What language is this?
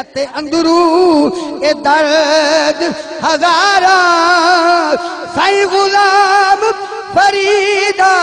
Saraiki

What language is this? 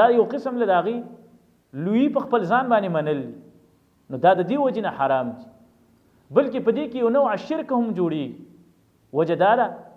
Pashto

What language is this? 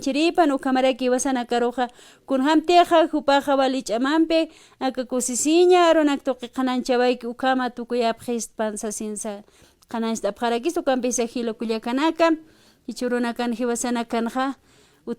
Aymara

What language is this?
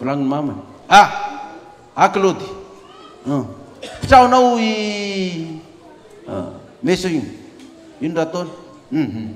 Malagasy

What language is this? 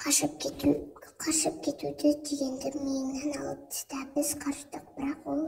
Kazakh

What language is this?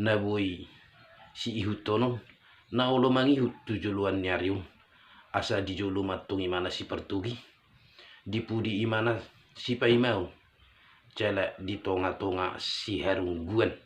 Batak Toba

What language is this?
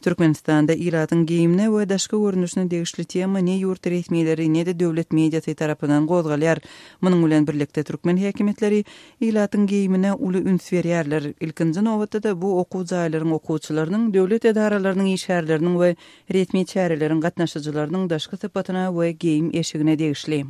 Turkmen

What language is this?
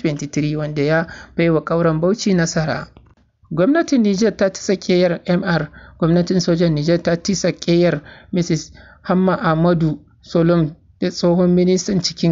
Hausa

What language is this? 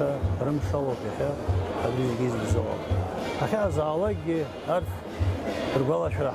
Abkhazian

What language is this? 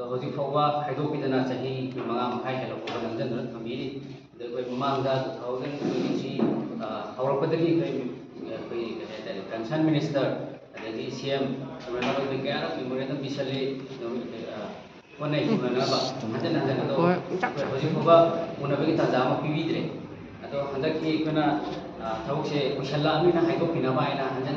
Manipuri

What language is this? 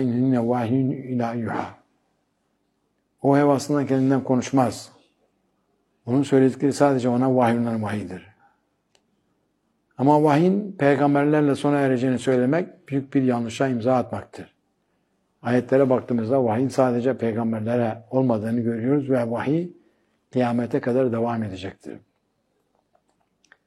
Turkish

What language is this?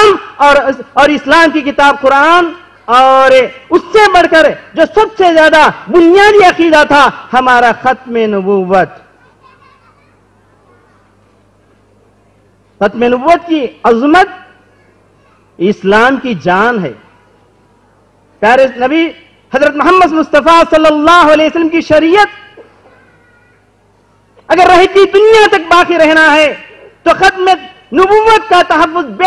Urdu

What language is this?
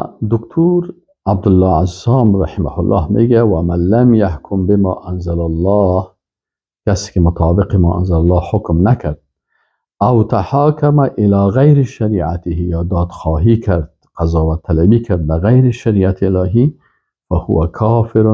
Persian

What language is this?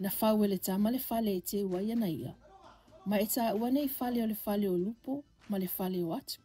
Samoan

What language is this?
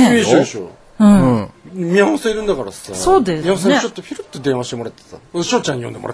Japanese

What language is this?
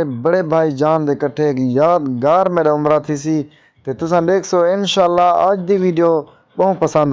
Saraiki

